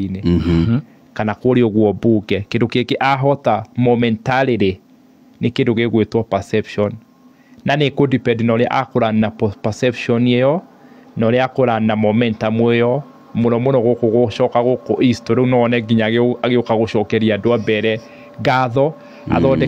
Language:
Kikuyu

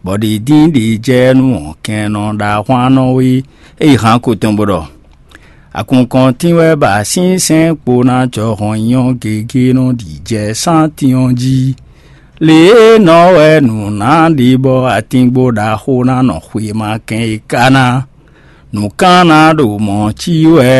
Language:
Fon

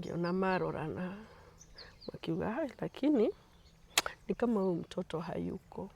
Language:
Kikuyu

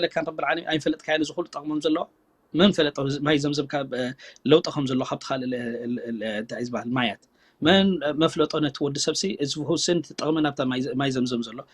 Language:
Tigrinya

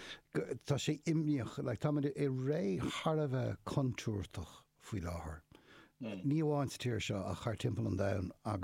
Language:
Irish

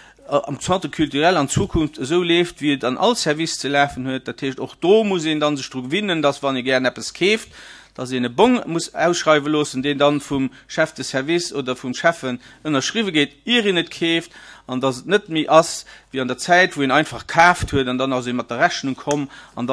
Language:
Luxembourgish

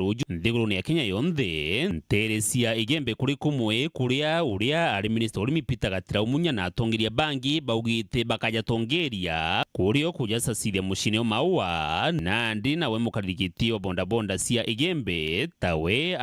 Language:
Meru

